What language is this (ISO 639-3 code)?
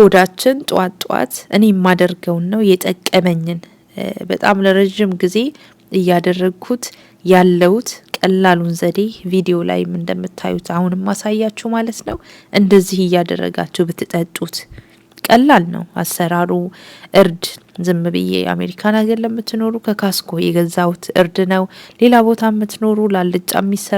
amh